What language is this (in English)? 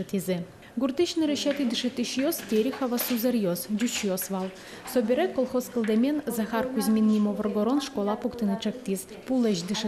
Udmurt